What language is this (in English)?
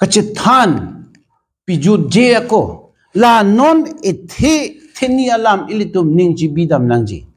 Karbi